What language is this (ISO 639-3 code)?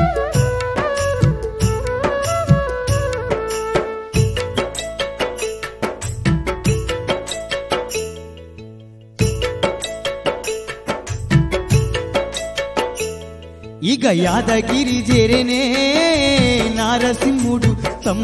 tel